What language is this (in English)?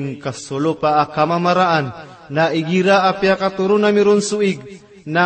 Maranao